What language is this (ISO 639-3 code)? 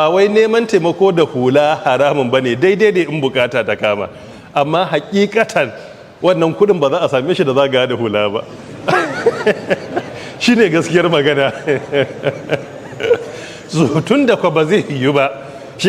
hau